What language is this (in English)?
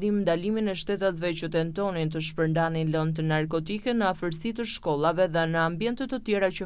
Albanian